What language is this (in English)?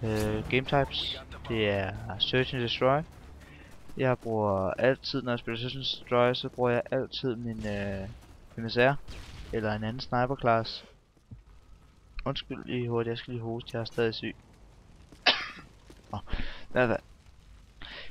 Danish